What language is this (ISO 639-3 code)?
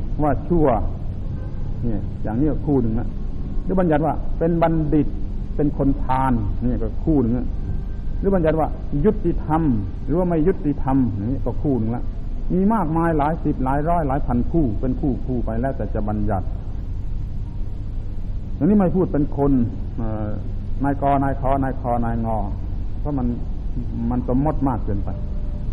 tha